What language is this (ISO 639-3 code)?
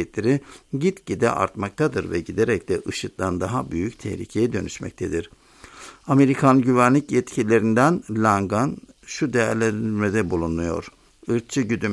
tur